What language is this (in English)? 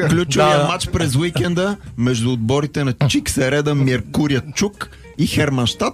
Bulgarian